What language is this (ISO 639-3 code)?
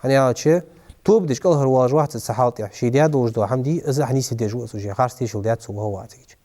inh